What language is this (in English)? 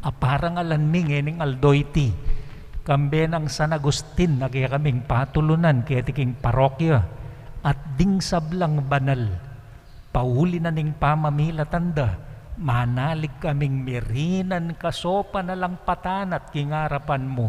Pampanga